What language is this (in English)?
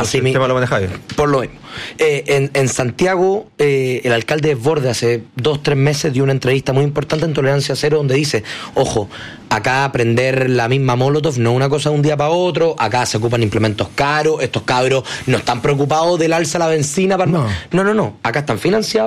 Spanish